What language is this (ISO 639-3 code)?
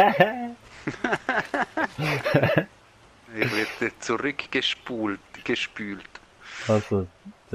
gsw